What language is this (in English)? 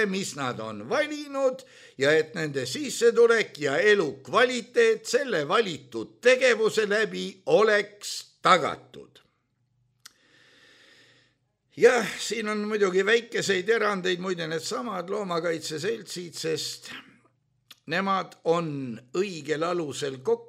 Estonian